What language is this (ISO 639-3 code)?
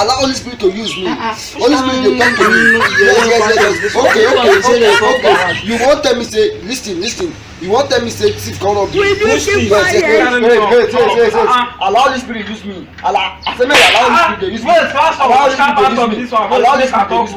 pcm